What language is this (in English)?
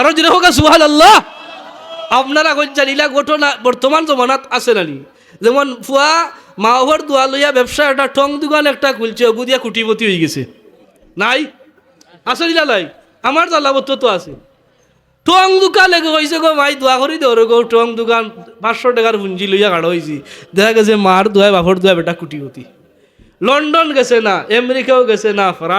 Sylheti